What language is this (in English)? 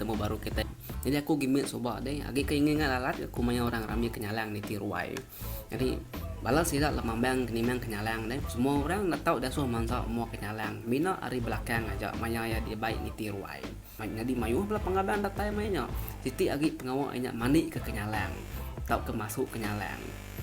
Iban